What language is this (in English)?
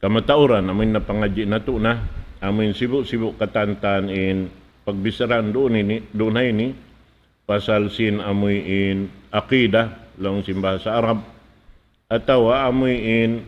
Tausug